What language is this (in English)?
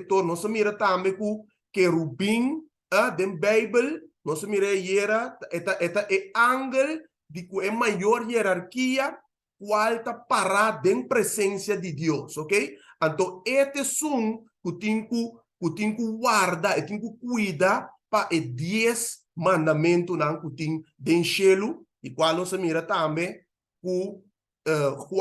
Papiamento